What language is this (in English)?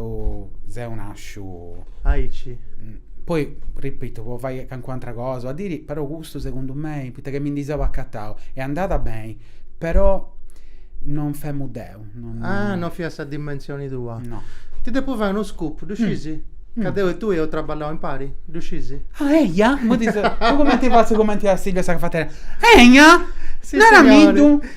Sardinian